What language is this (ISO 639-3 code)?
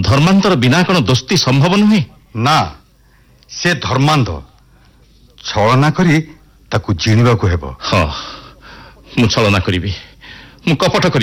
ori